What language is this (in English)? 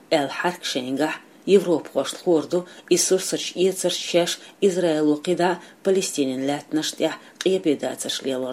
Chechen